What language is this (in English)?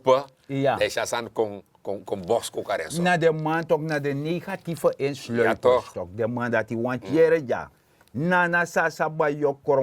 Sranan Tongo